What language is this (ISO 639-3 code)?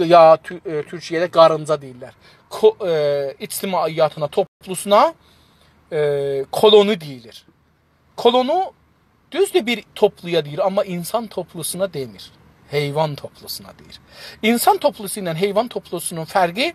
azb